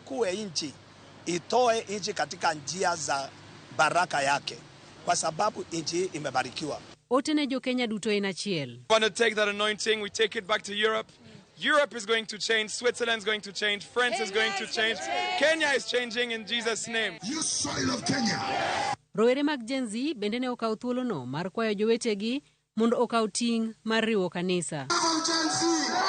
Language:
Luo (Kenya and Tanzania)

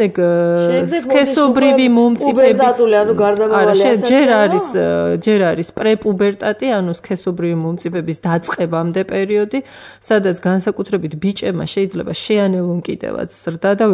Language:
Georgian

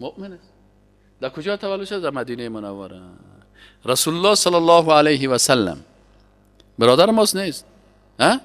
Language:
Persian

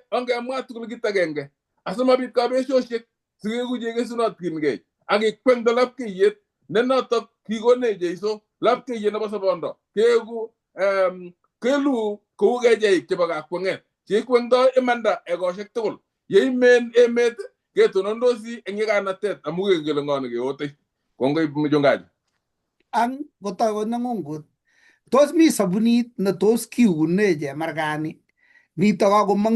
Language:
Kalenjin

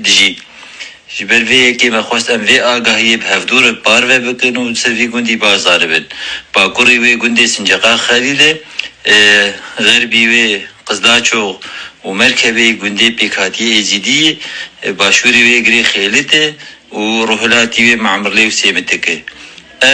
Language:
Kurdish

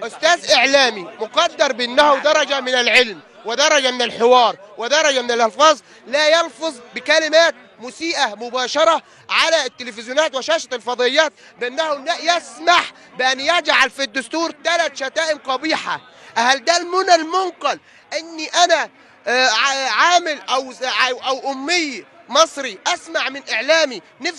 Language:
Egyptian Arabic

